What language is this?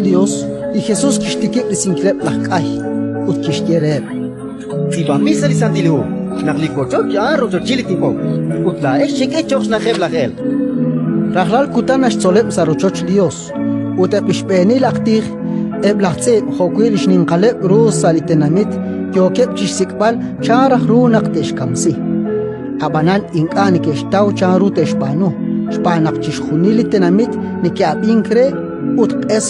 Kekchí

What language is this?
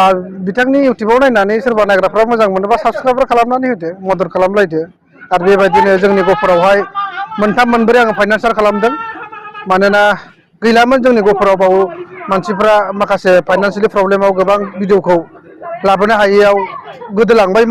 Bodo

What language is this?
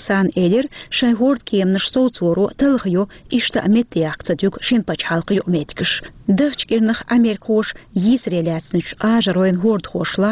Chechen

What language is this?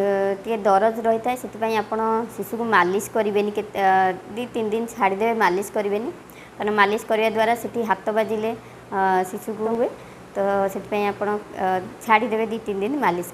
Odia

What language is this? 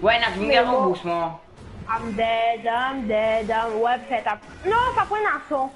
Morisyen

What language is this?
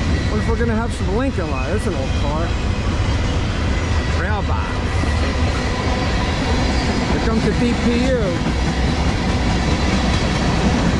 English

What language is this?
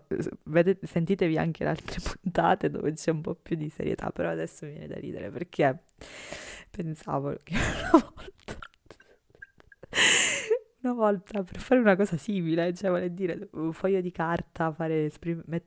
Italian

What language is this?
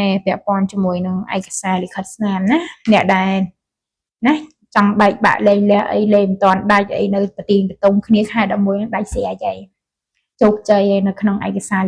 Khmer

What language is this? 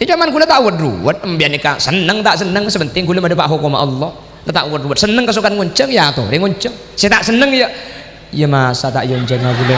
Madurese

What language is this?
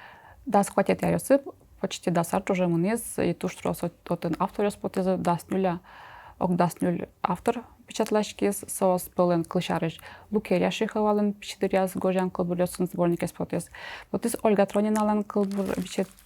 Udmurt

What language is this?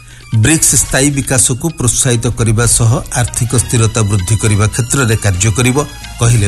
Odia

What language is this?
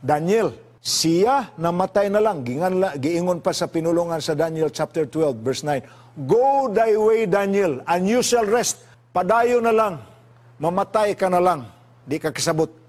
Cebuano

